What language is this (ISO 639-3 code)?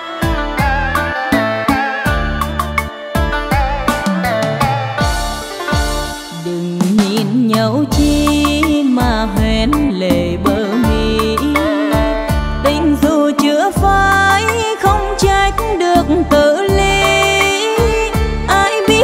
vie